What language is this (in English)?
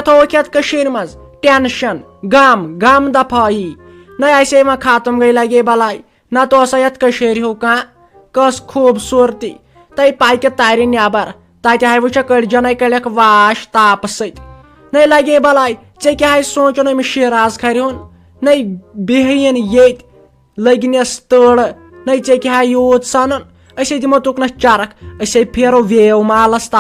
Kashmiri